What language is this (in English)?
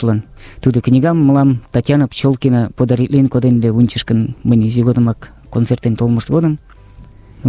Mari